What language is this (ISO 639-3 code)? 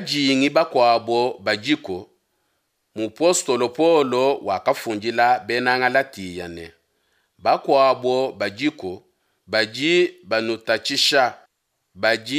lua